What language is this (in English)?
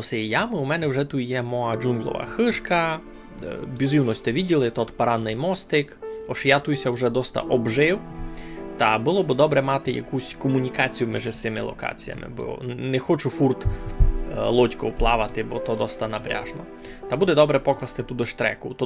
Rusyn